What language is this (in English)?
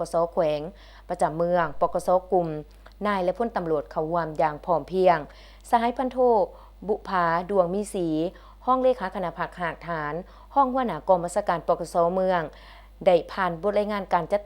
Lao